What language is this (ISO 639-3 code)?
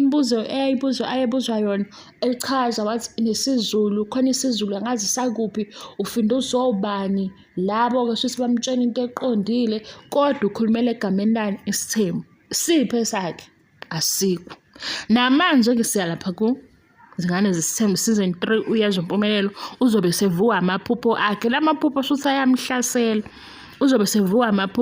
zul